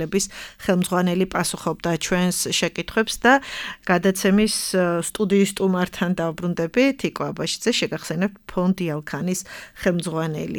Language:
Georgian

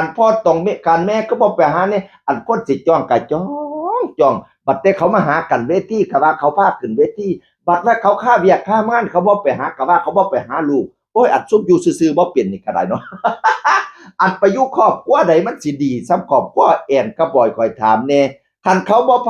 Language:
Northeastern Thai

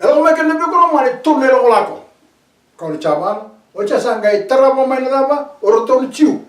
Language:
Fijian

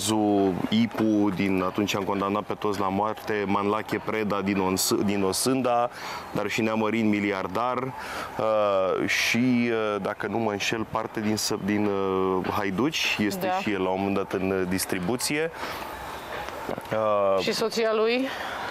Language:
Romanian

